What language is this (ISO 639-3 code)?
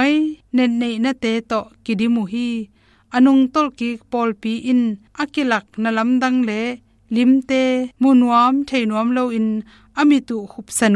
ctd